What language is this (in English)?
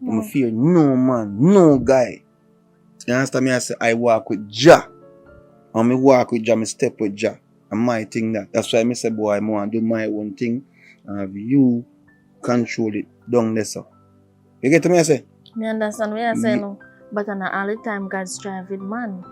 Jamaican Creole English